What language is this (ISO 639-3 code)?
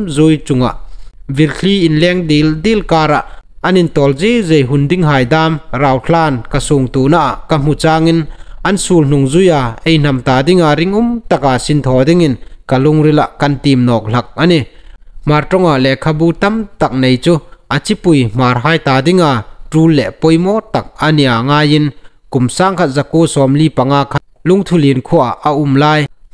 hmr